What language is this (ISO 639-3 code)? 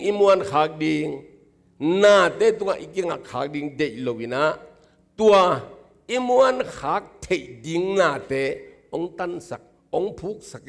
ctd